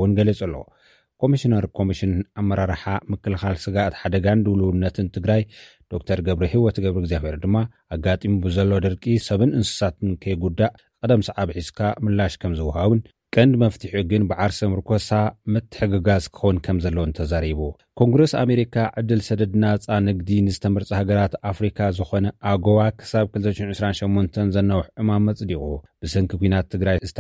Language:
Tigrinya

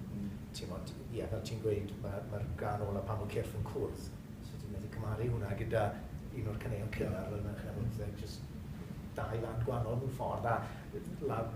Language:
Welsh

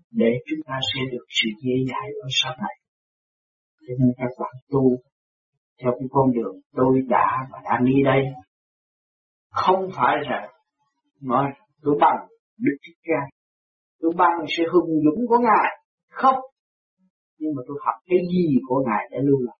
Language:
Vietnamese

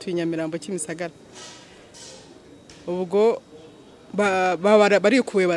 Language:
Kinyarwanda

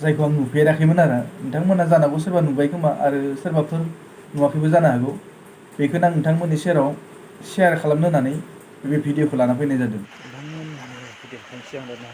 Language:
Bodo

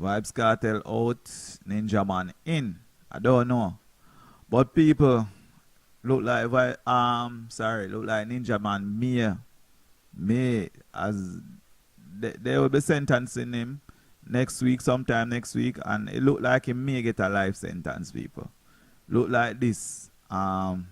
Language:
Jamaican Creole English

